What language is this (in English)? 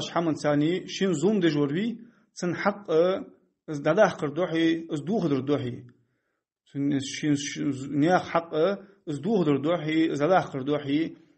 Ingush